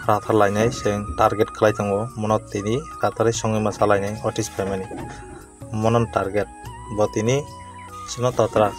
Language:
Kok Borok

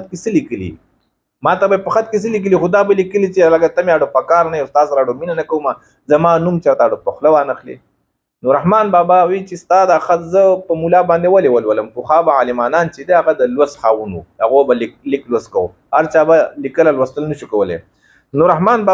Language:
Pashto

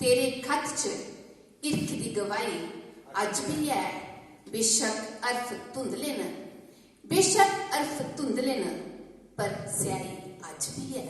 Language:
Dogri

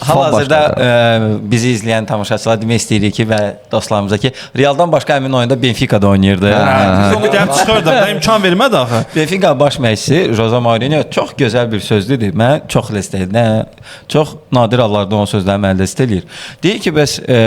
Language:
Azerbaijani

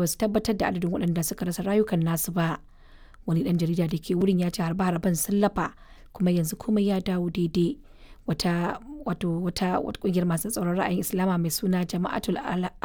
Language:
Hausa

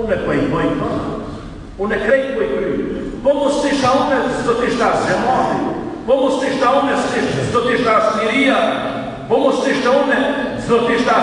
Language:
Albanian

